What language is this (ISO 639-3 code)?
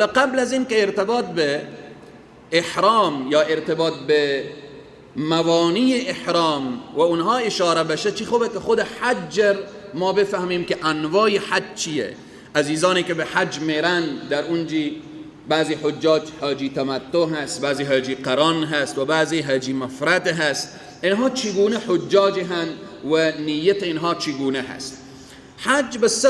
fas